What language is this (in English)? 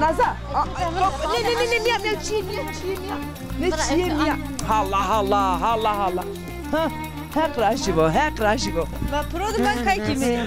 Zaza